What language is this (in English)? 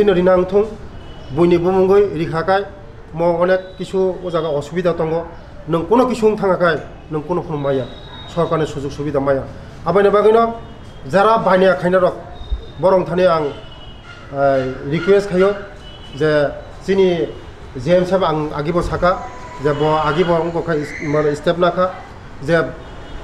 Kok Borok